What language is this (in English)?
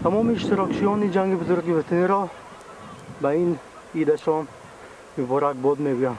Tajik